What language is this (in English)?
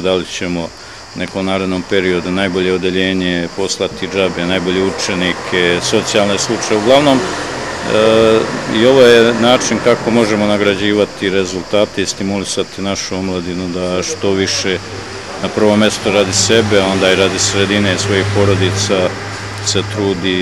Serbian